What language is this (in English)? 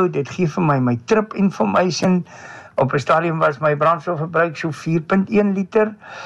Afrikaans